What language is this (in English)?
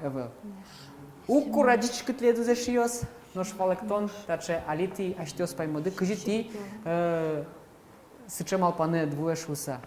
Udmurt